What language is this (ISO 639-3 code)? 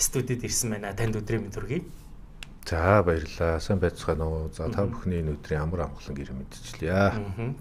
mon